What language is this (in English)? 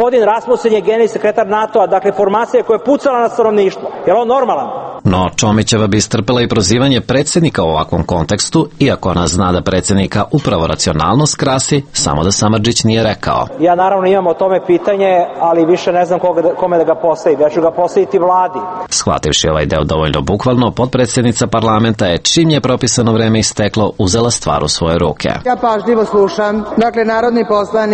Serbian